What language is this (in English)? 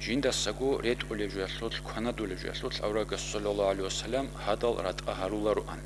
Avaric